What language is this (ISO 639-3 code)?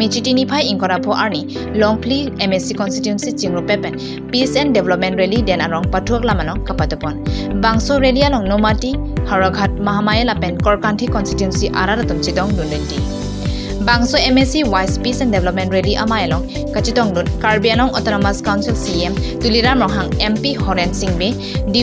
mjw